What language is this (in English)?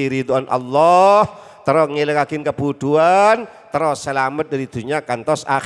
Madurese